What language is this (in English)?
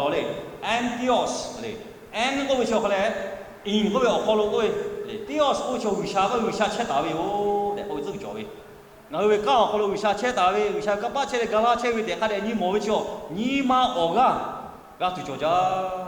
Lahu